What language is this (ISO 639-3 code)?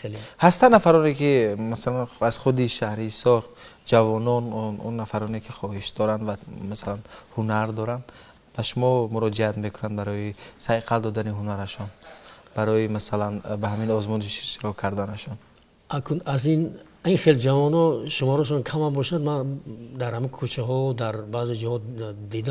tgk